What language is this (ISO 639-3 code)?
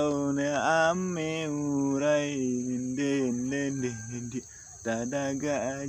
min